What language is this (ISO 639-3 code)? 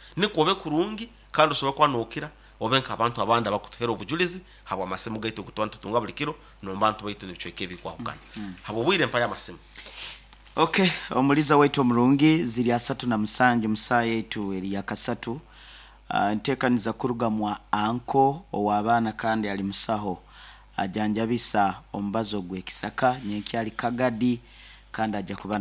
nyo